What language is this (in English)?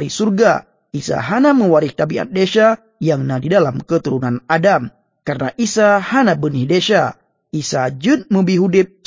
Achinese